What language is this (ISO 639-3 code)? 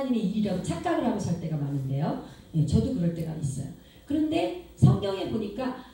kor